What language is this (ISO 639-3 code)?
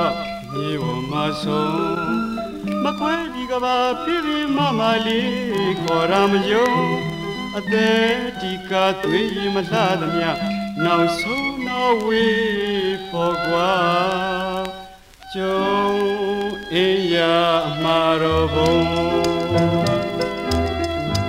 mya